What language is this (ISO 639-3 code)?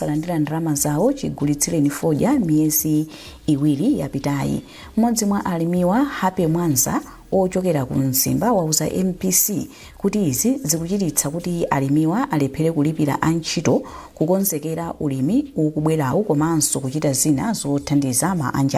nya